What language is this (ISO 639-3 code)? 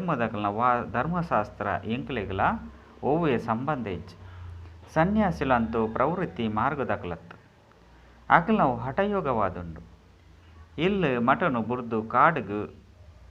tcy